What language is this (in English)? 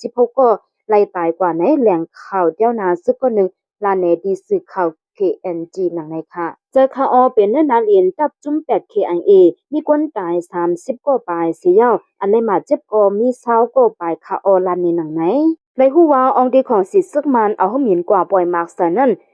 Shan